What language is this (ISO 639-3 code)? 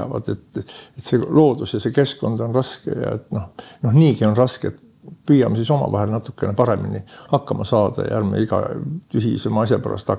est